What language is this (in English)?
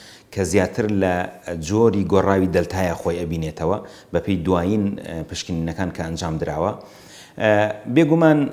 Central Kurdish